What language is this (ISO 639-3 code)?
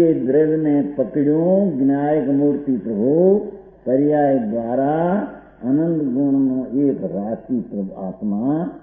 guj